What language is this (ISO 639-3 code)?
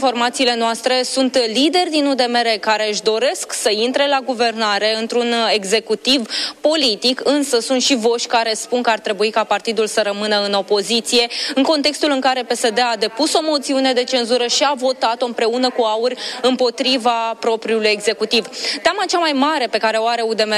ron